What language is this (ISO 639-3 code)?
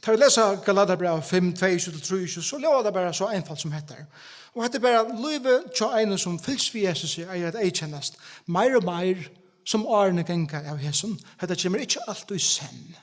fao